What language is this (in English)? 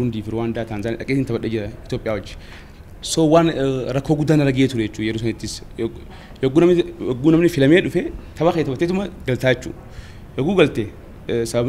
Oromo